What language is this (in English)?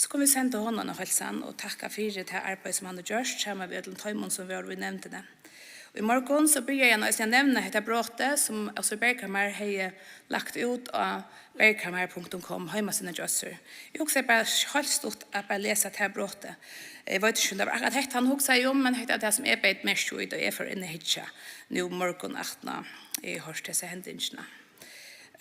Faroese